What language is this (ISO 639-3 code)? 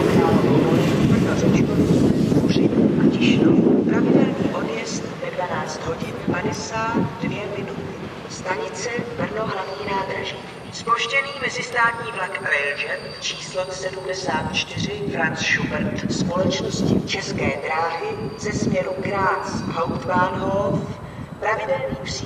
ces